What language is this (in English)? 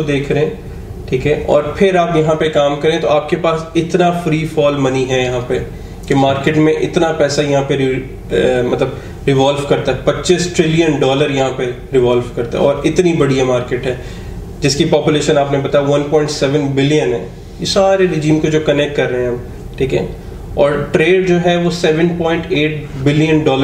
Urdu